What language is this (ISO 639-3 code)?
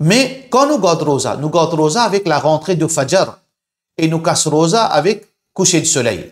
mfe